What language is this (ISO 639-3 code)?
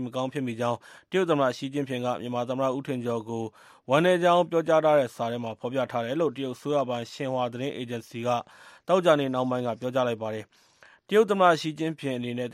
mya